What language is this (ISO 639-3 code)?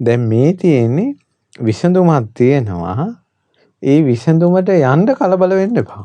sin